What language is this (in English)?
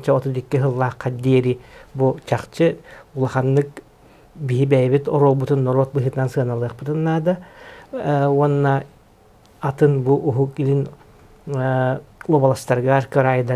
Yakut